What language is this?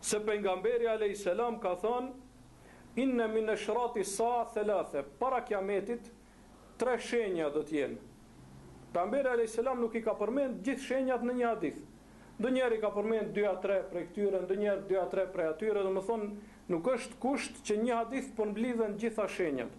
Albanian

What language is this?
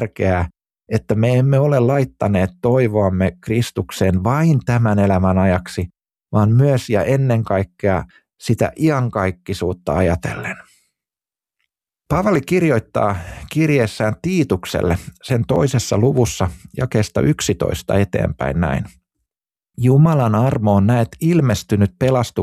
Finnish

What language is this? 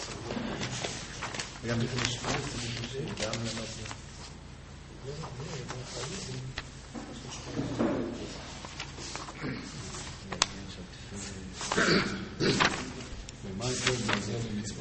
Hebrew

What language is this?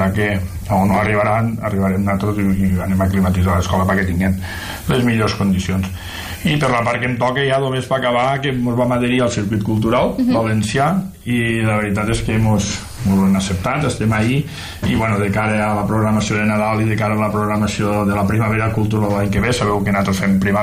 Catalan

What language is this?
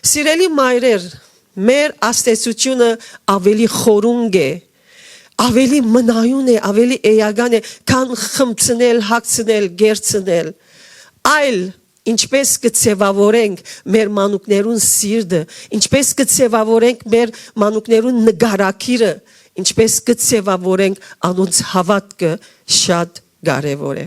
Western Armenian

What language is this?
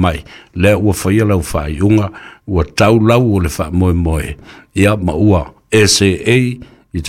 Samoan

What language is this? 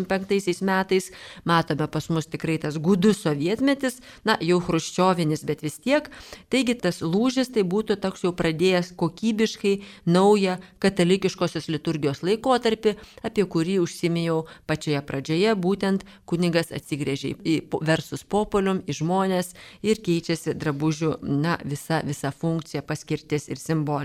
Lithuanian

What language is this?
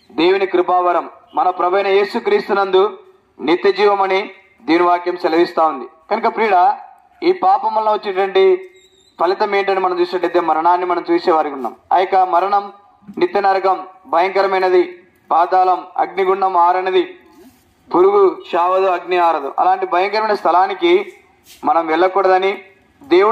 Telugu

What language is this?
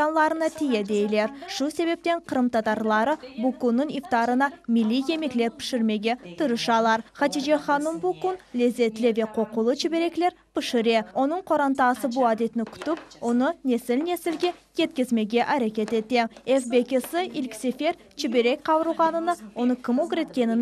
Crimean Tatar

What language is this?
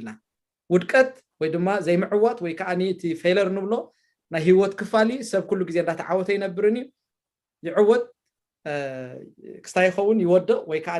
Tigrinya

